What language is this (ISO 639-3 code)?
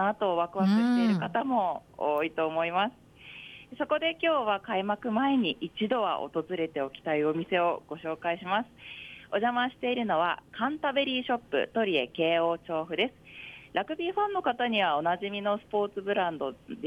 jpn